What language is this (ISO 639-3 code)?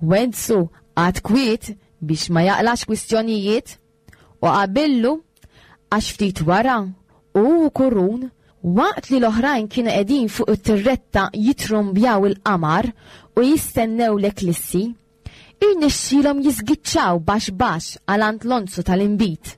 mlt